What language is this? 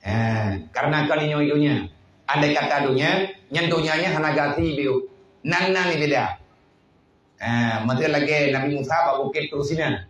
Achinese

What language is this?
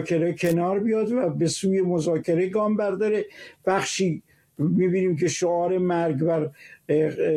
Persian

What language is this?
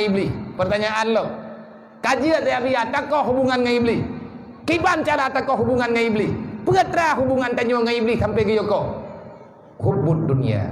Achinese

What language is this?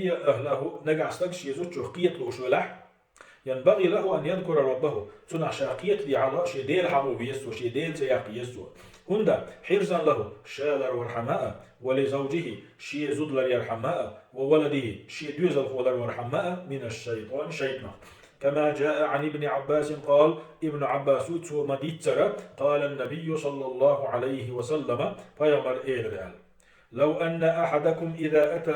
Chechen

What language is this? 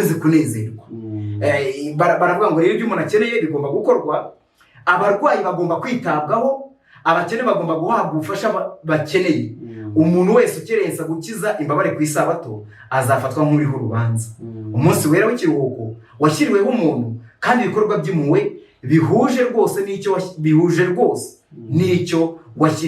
Kinyarwanda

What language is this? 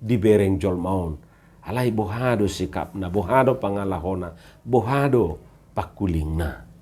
Batak Toba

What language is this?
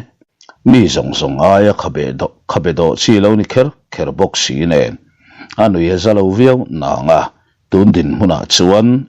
Mizo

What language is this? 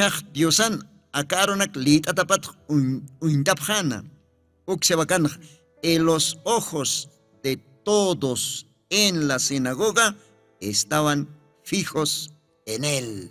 Aymara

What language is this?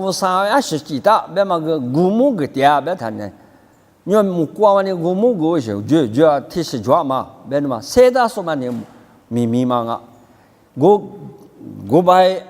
Lisu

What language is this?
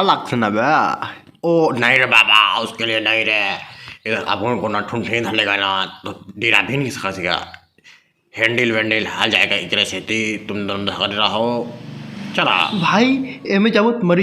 Chhattisgarhi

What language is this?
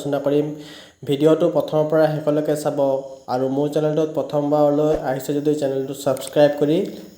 Assamese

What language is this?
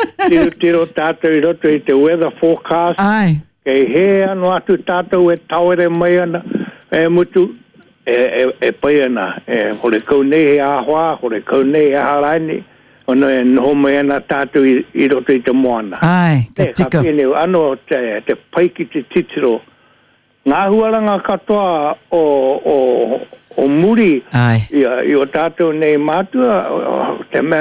Māori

